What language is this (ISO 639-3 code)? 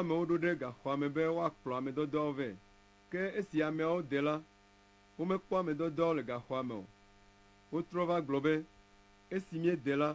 ewe